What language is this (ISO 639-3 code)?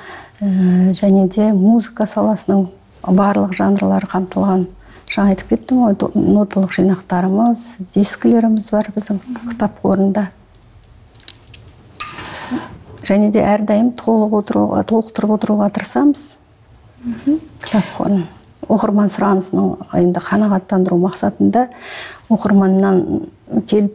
kaz